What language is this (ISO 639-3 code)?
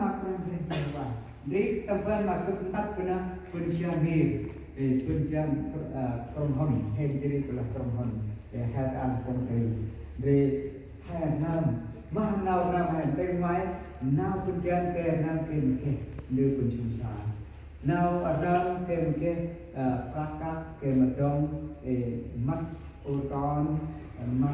cmo